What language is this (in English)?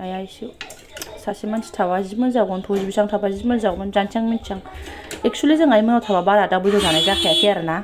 Bodo